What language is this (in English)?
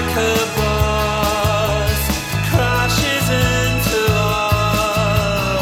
Norwegian